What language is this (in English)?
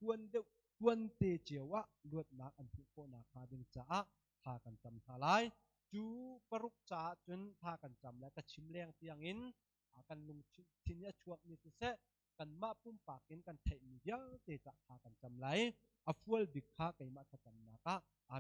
Hakha Chin